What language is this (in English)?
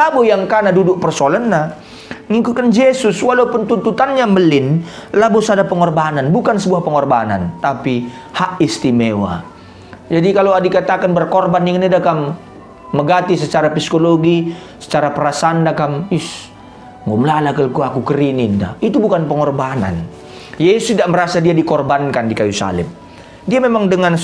Batak Karo